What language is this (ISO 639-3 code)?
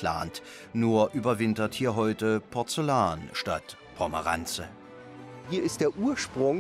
deu